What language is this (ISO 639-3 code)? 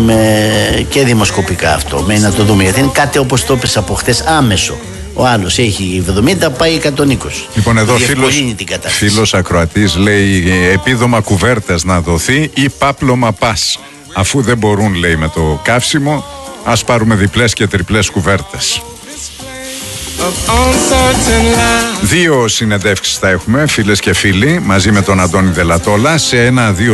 ell